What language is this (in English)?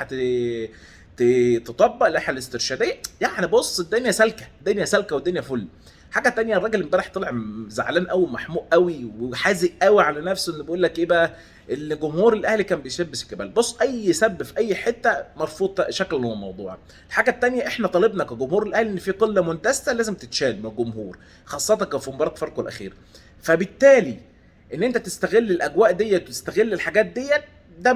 Egyptian Arabic